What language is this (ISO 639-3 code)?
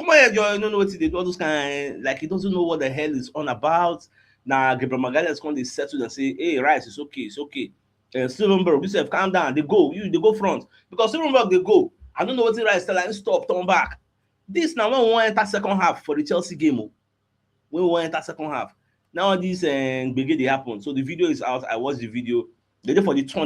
pcm